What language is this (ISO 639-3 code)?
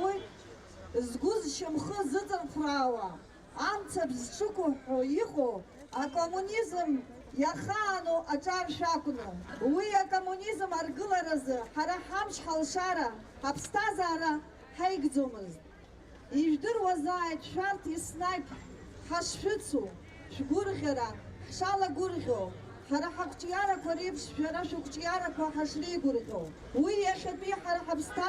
abk